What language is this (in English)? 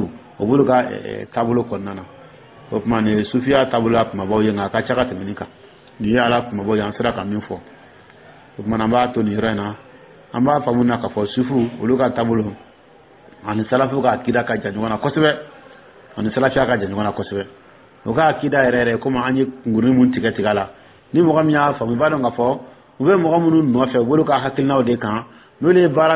Dyula